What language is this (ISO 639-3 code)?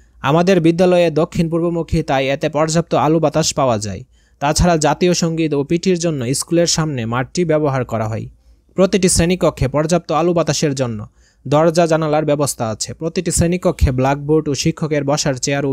ben